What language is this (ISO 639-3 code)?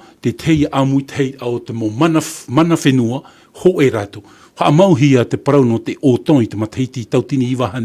tah